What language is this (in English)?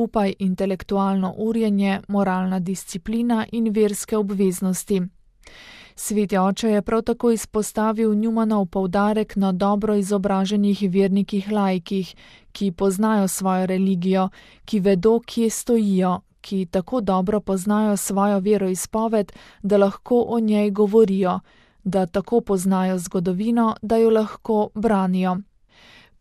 Slovenian